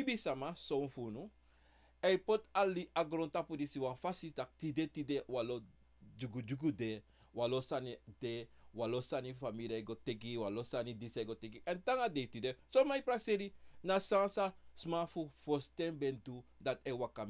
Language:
Sranan Tongo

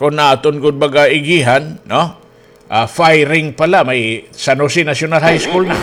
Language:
Waray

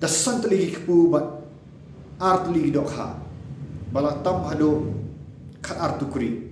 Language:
Khasi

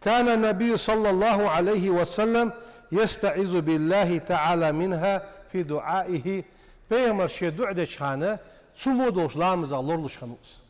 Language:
Ingush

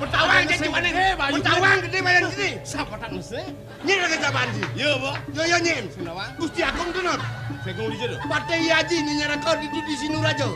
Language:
Balinese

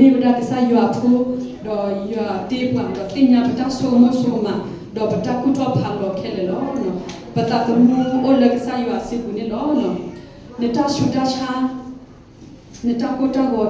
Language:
S'gaw Karen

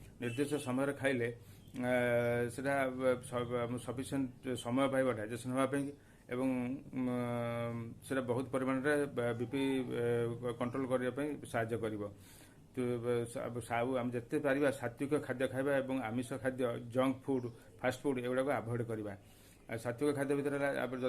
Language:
Odia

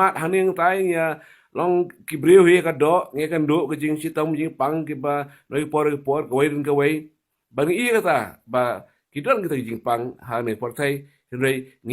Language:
Khasi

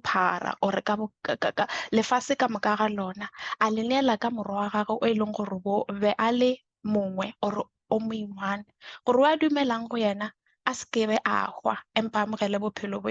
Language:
Northern Sotho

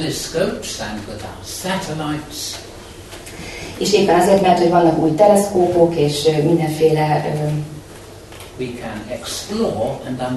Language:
Hungarian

